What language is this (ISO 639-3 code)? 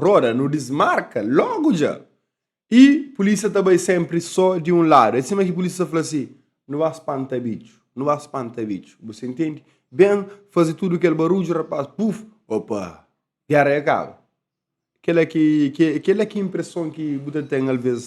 kea